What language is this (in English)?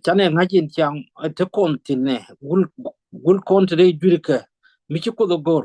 Nuer